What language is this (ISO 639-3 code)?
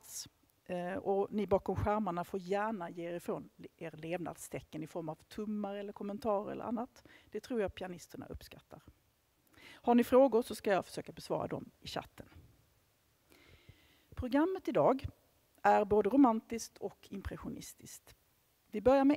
swe